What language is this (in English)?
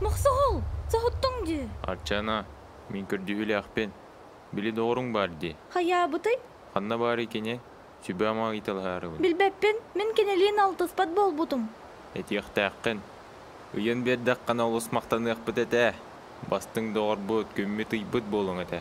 Yakut